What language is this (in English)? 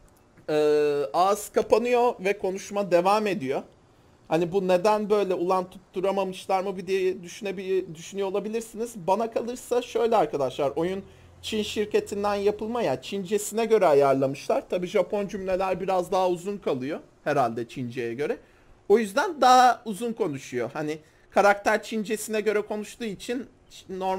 Turkish